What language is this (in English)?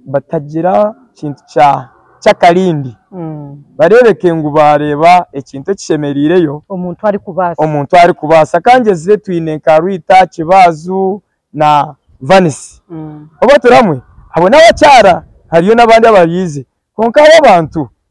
Nyankole